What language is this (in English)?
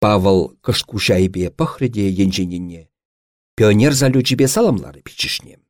Chuvash